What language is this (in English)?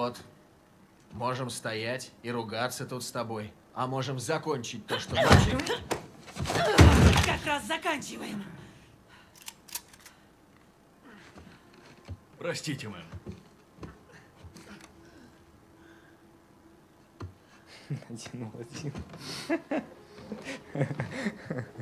Russian